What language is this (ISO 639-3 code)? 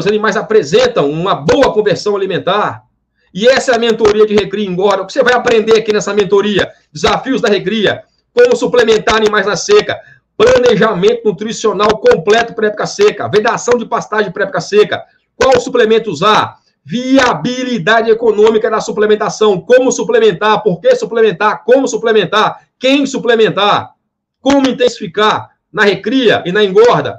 por